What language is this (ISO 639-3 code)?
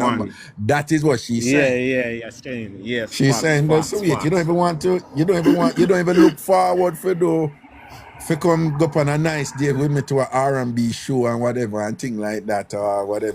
jam